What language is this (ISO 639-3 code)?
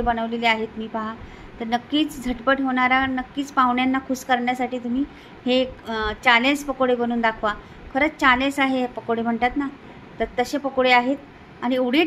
mar